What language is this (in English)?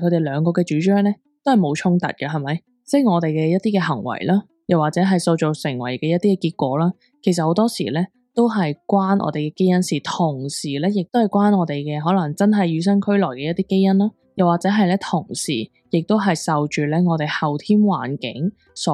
Cantonese